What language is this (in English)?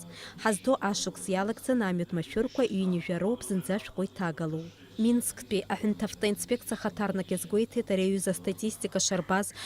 Abkhazian